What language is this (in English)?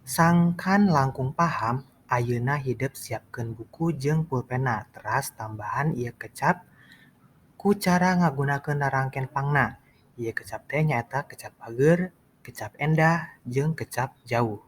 Sundanese